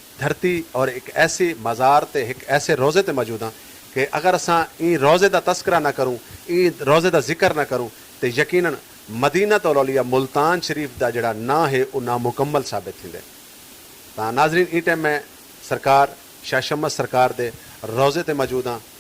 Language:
Saraiki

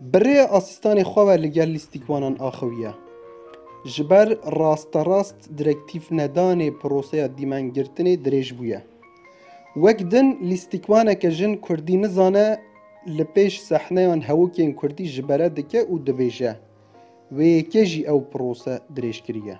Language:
Kurdish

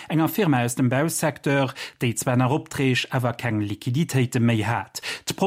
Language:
Luxembourgish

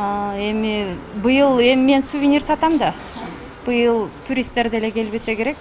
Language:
Kyrgyz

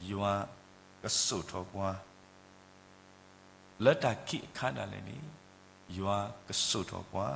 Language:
S'gaw Karen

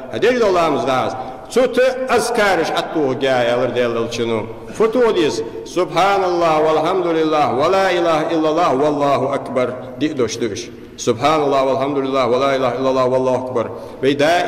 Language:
Ingush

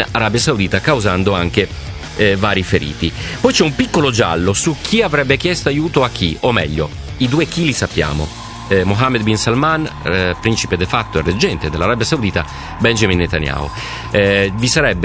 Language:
Italian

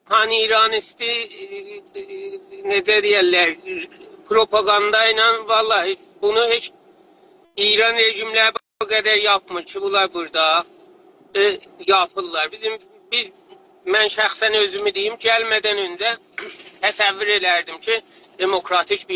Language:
South Azerbaijani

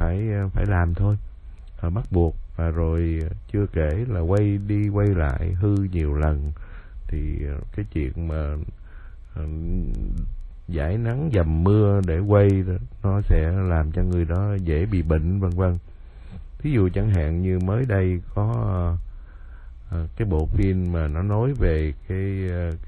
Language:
Vietnamese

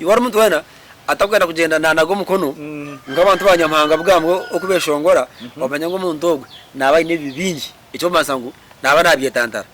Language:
Nyankole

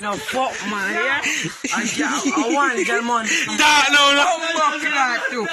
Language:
Jamaican Creole English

